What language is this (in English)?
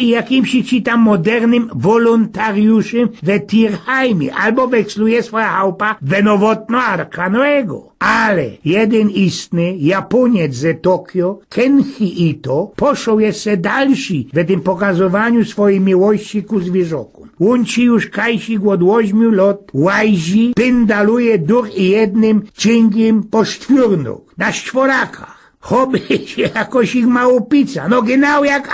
Silesian